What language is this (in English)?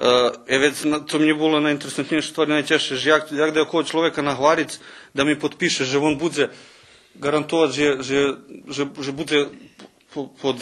Rusyn